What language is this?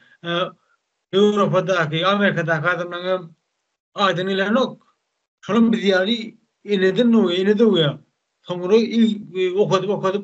Turkmen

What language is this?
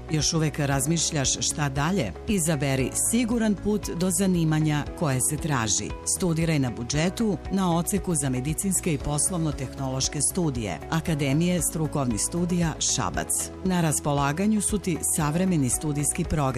Serbian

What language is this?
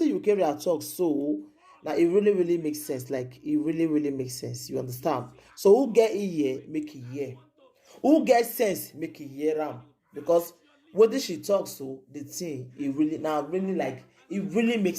Nigerian Pidgin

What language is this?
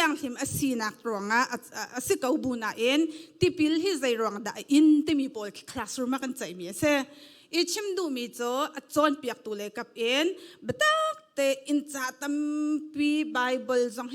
Hakha Chin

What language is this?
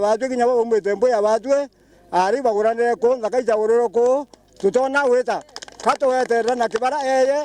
Meru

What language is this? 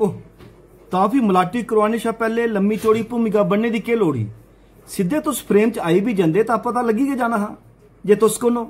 Dogri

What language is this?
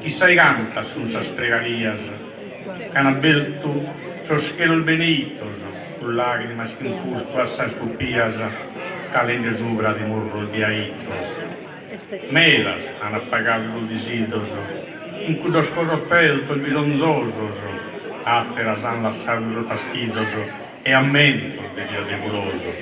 Sardinian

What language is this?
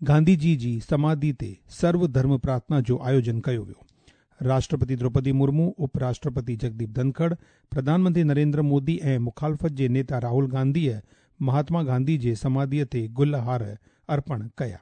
Sindhi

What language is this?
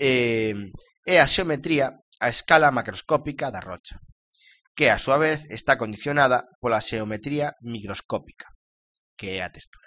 Galician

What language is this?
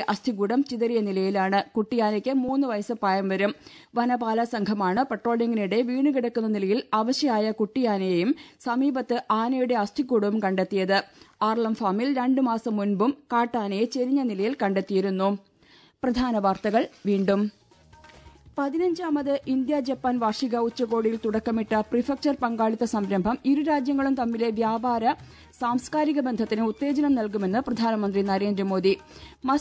Malayalam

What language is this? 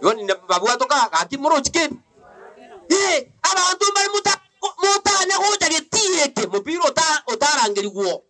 Gusii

